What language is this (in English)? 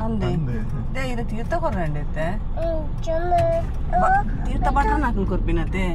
Tulu